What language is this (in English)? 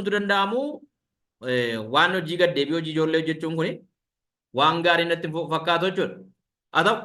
Oromo